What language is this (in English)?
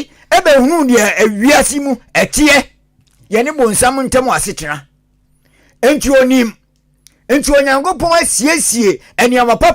Akan